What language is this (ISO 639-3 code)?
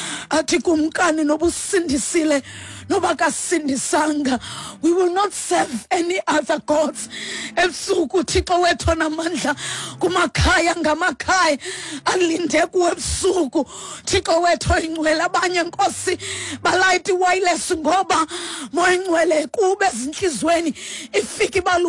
xho